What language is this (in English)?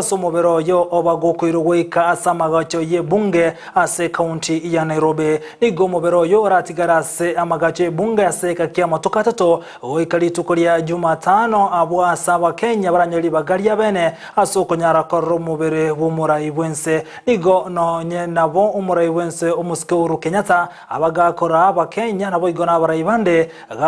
Gusii